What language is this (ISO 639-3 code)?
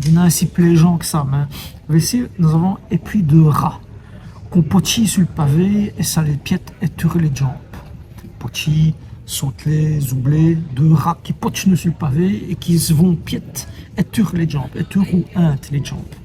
wln